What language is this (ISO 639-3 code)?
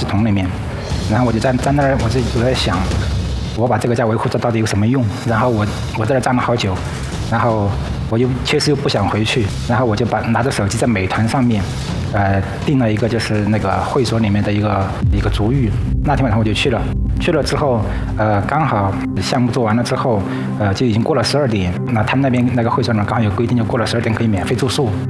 zho